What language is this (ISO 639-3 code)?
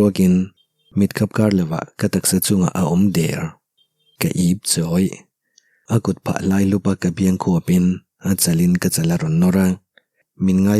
lus